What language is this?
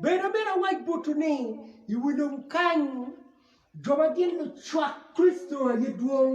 Acoli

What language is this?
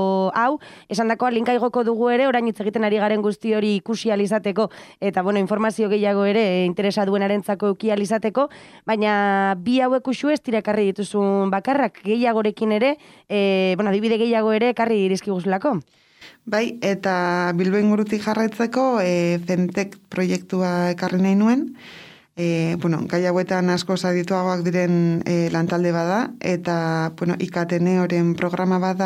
Basque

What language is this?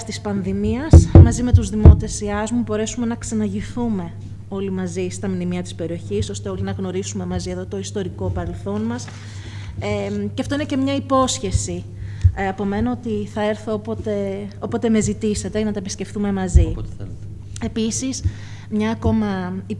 Greek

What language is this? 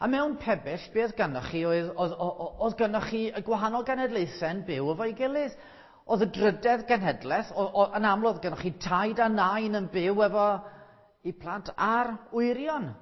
Welsh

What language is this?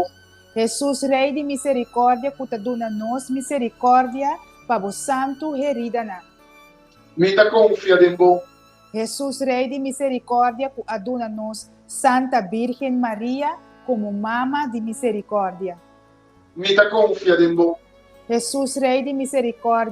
Papiamento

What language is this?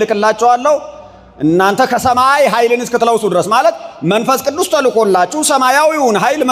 Amharic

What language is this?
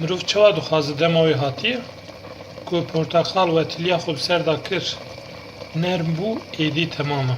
Kurdish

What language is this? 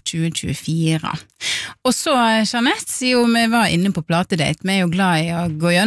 Norwegian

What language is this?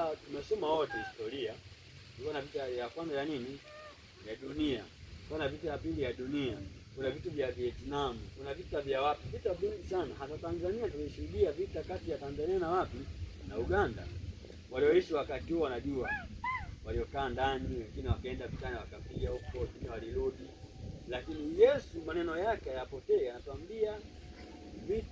Swahili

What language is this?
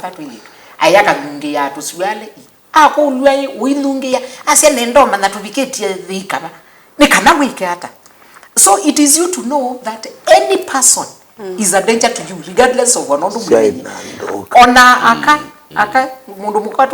Kamba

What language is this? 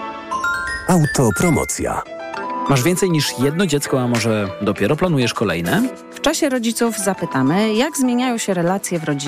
Polish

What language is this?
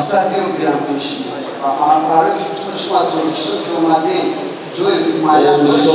Tajik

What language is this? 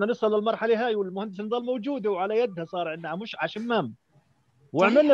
South Levantine Arabic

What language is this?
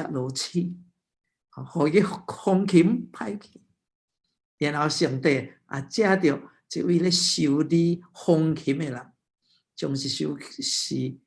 Min Nan Chinese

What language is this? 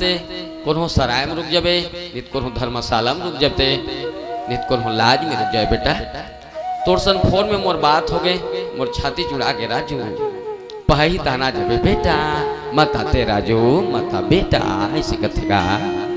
Chhattisgarhi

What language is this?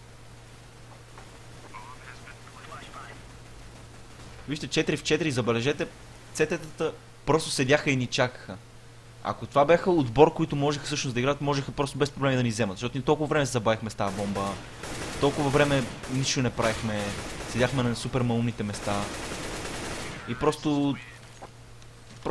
Bulgarian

